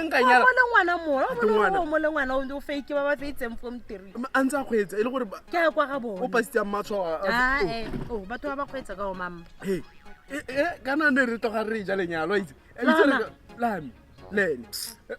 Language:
Tswana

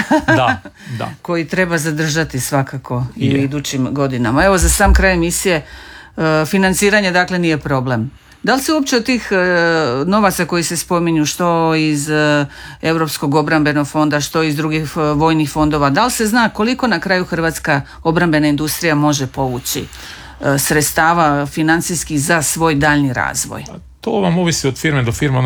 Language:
Croatian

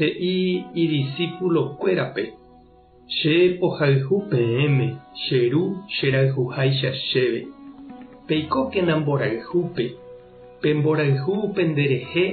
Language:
Guarani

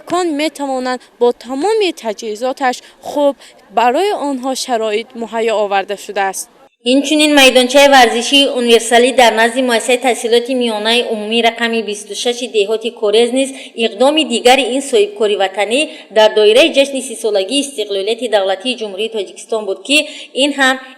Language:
Tajik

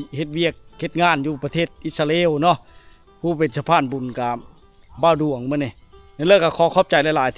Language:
Lao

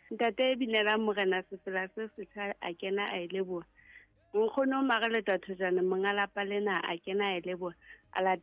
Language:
Southern Sotho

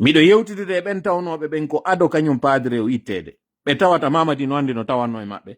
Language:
Pular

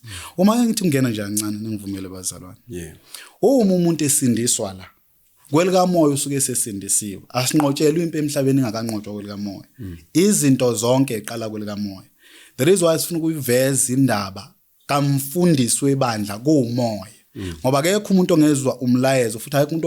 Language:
Zulu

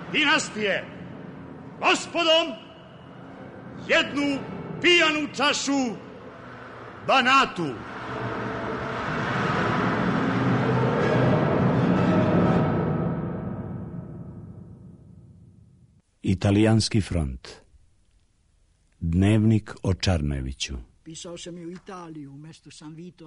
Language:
Serbian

